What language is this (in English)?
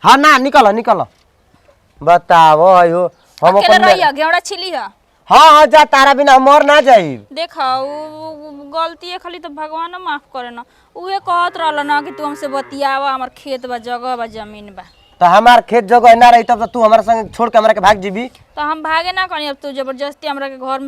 Bhojpuri